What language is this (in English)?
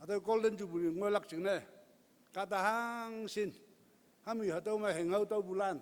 Konyak Naga